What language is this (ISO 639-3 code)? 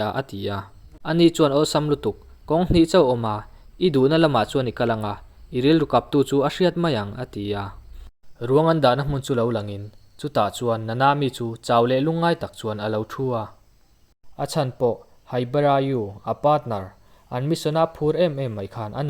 lus